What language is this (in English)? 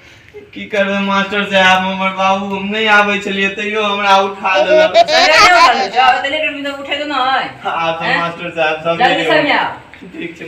Maithili